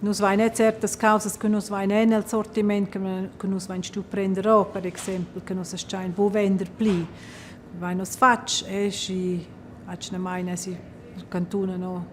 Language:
Romansh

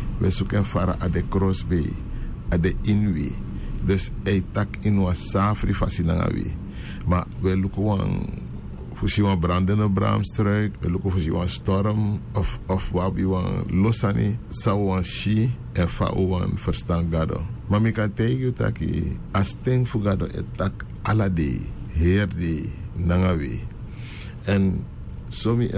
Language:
Sranan Tongo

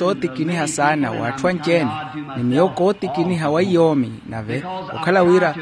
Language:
Makhuwa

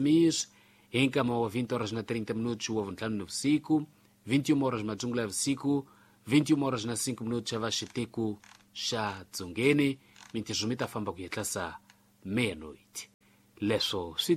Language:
Tsonga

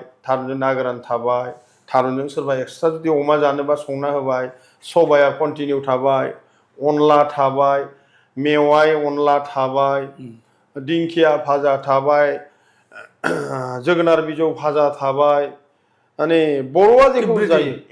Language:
Bodo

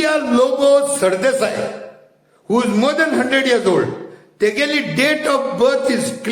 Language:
Konkani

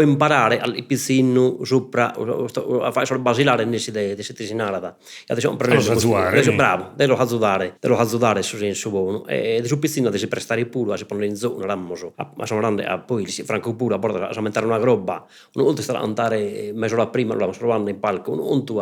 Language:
Sardinian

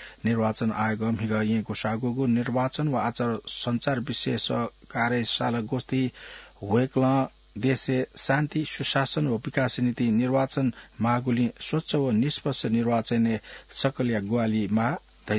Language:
Newari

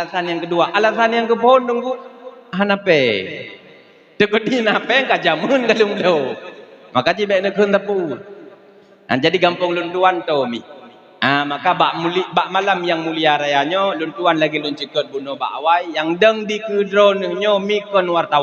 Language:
Achinese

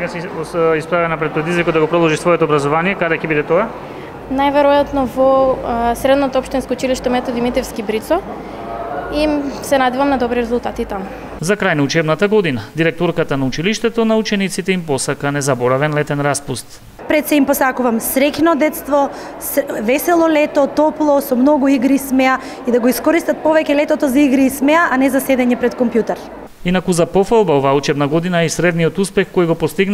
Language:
Macedonian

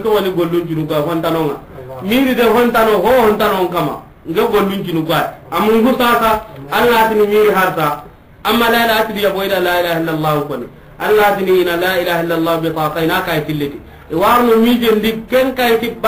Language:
Soninke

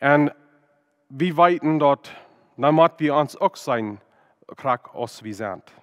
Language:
Plautdietsch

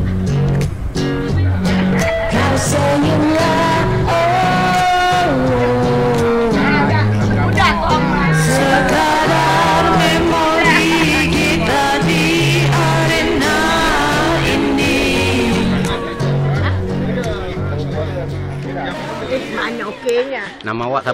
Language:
Malay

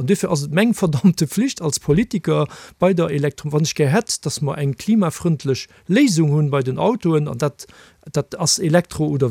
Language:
Luxembourgish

